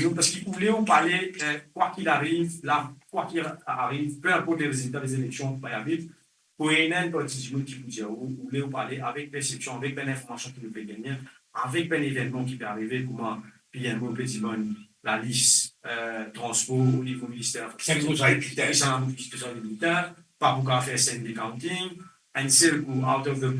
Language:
Morisyen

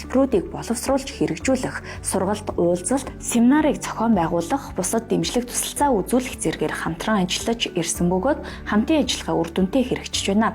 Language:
Mongolian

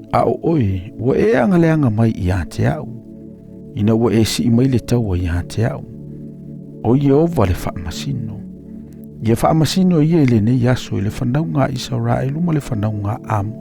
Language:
Samoan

